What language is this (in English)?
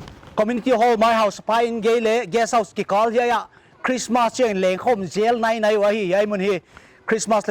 Paite Chin